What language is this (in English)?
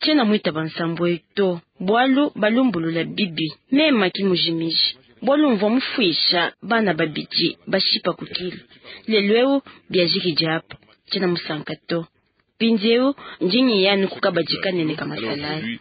Luba-Lulua